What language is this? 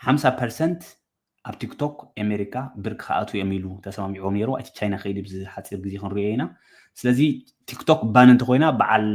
Tigrinya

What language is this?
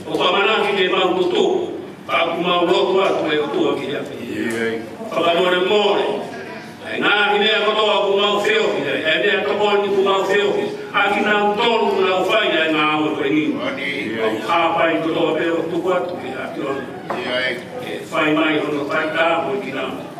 Tongan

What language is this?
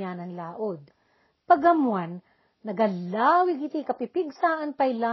Iloko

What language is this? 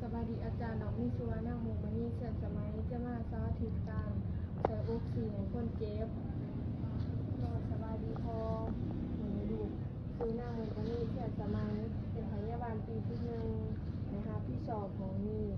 Lao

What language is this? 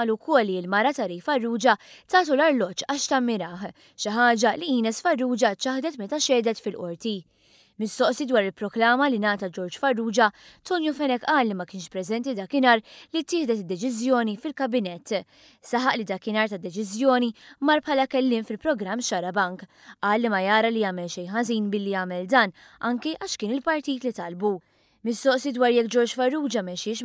Maltese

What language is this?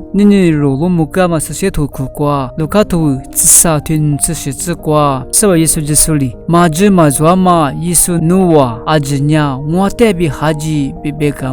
Lisu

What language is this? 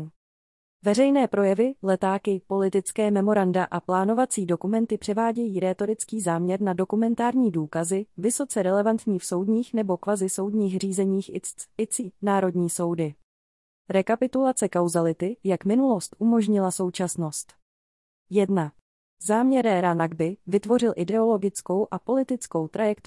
Czech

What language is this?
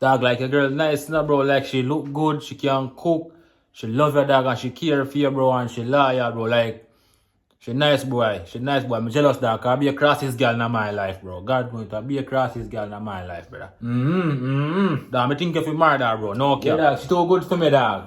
Jamaican Creole English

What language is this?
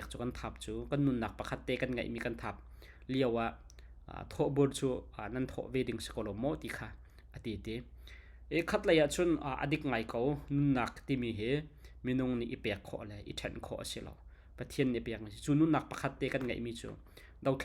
Hakha Chin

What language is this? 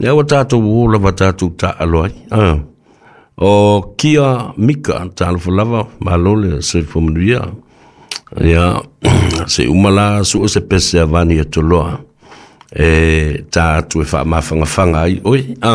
Samoan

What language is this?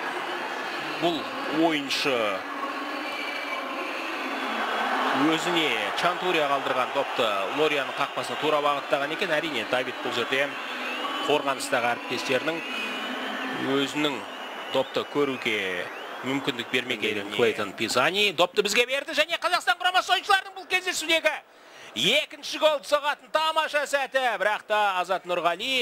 Kazakh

